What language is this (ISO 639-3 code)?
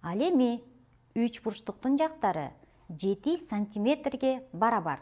kir